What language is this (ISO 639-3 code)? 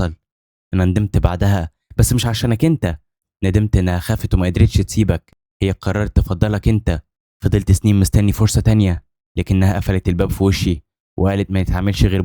arz